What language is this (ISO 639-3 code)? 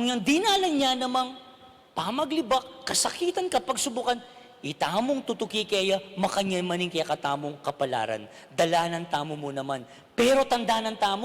pam